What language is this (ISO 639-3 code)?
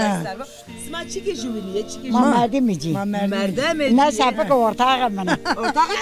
zza